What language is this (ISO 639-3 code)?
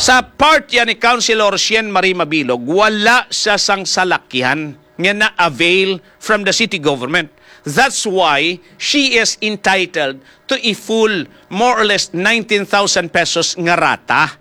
hil